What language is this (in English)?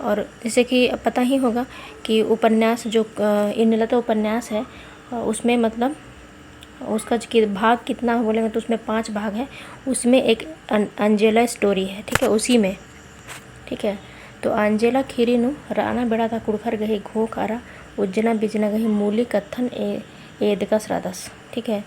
Kurukh